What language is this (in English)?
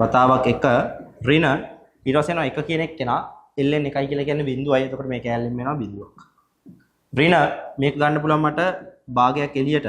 Sinhala